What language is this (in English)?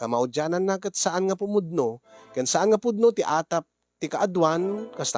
Iloko